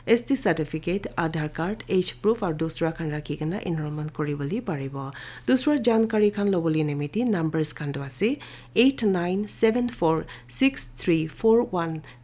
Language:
Naga Pidgin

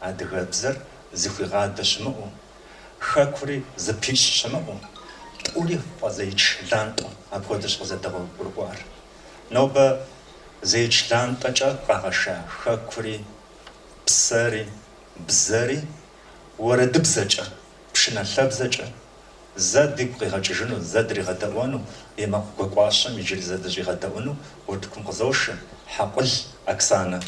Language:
Kabardian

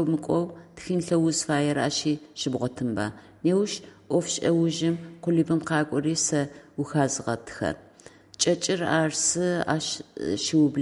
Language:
Adyghe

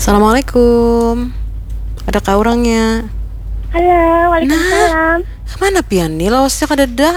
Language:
Banjar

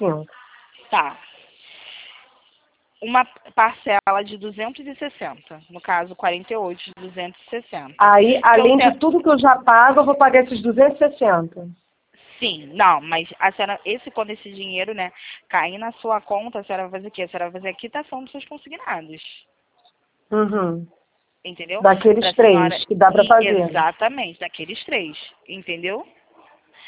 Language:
Portuguese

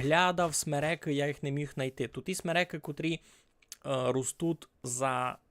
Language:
Rusyn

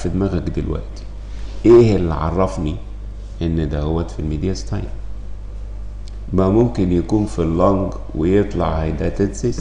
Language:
Egyptian Arabic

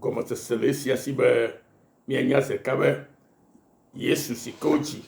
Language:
Ewe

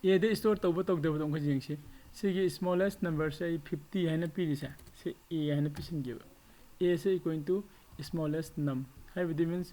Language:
Manipuri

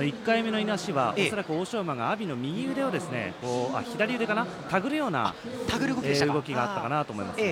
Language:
Japanese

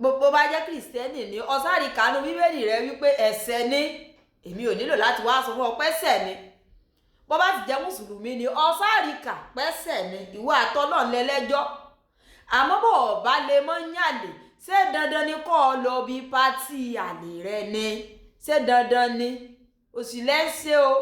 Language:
Yoruba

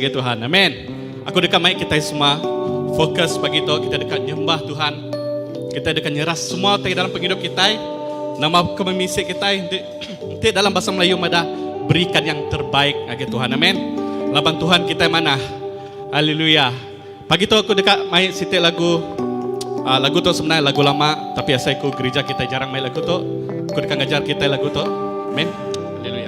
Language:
Iban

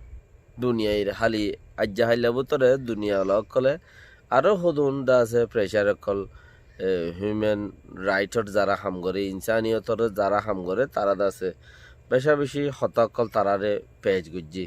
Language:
Rohingya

